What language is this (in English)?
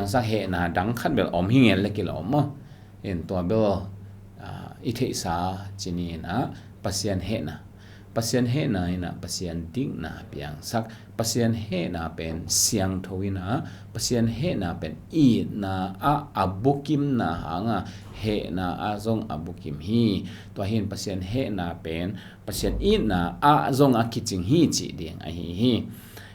Tedim Chin